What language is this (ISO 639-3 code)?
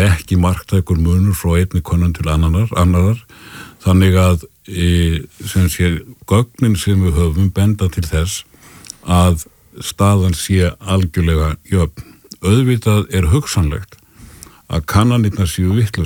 isl